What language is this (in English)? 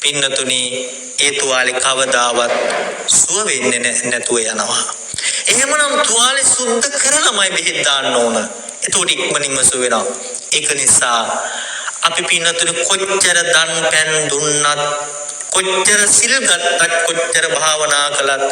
Sinhala